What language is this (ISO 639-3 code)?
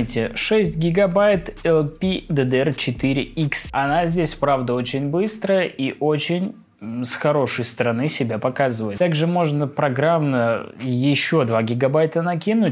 rus